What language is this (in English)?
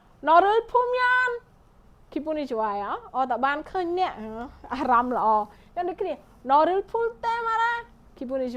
Khmer